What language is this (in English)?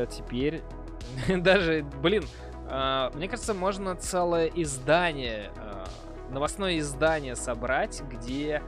Russian